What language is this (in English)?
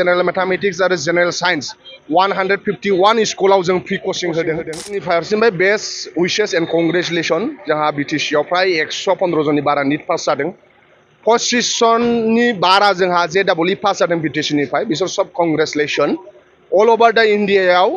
Bodo